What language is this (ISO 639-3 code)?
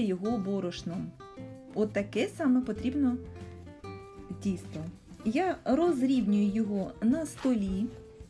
ukr